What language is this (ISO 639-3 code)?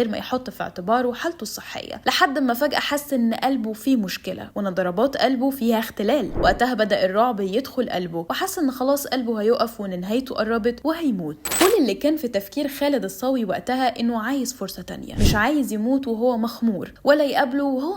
arz